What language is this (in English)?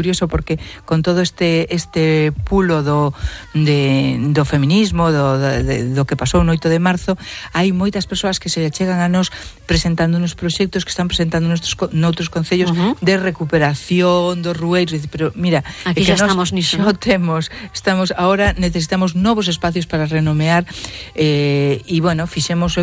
Galician